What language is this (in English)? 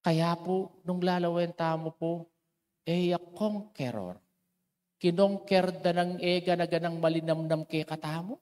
Pampanga